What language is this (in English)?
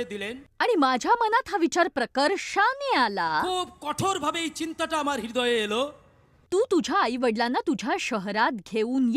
Marathi